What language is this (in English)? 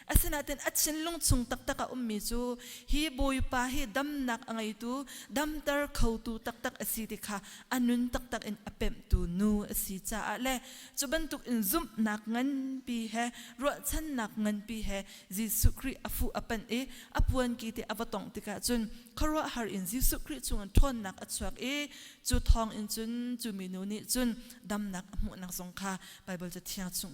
Hakha Chin